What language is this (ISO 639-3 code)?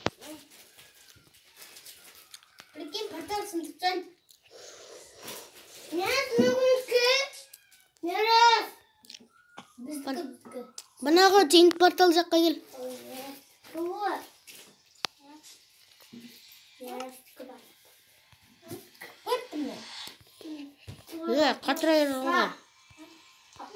kaz